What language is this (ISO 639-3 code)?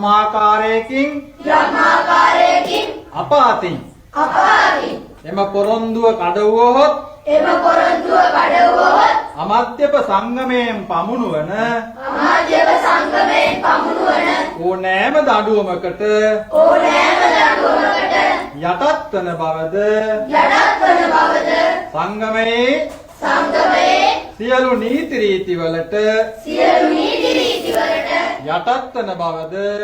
sin